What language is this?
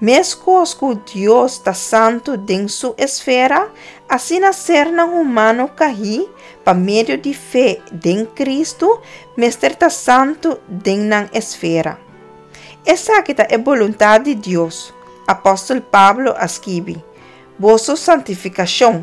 Papiamento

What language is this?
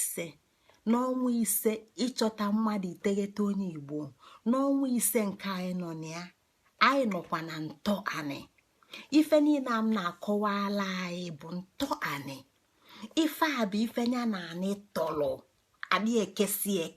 Igbo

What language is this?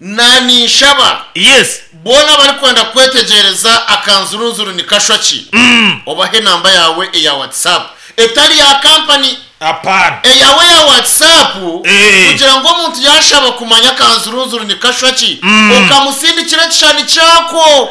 Nyankole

